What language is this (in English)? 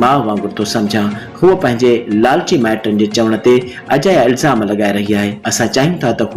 Sindhi